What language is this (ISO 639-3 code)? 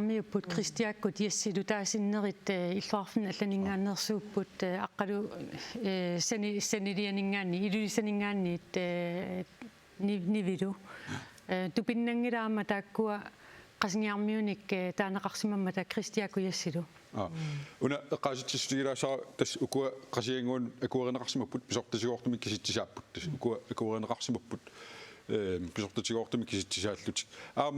kal